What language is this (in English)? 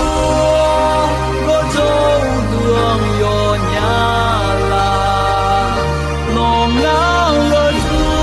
Akha